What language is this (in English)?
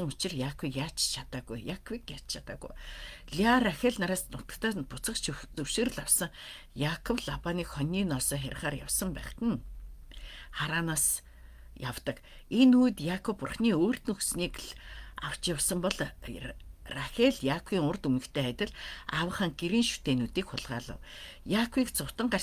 Mongolian